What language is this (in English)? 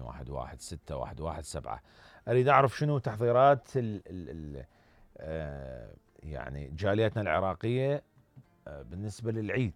Mesopotamian Arabic